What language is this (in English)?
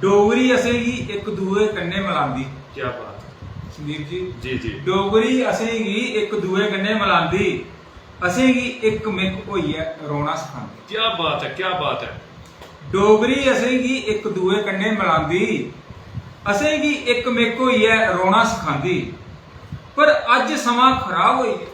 Dogri